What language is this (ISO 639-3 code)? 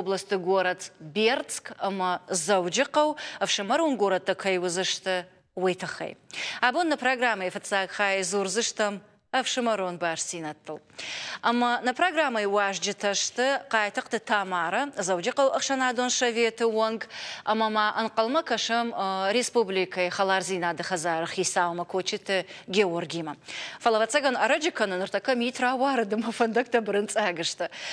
oss